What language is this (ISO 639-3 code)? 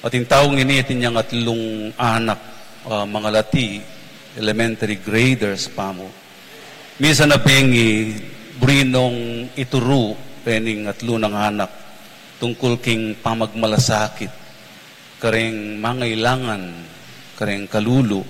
pam